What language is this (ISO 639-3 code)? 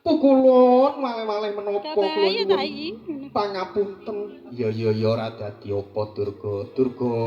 jav